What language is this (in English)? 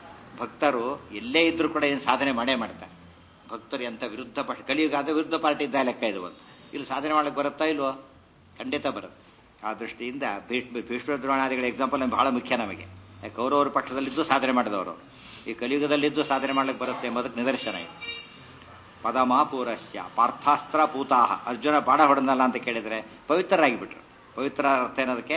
Kannada